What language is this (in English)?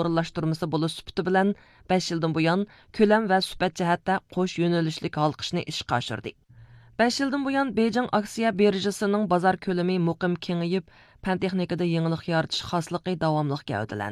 Uyghur